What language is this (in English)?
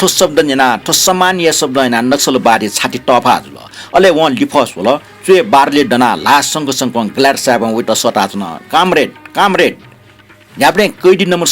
Newari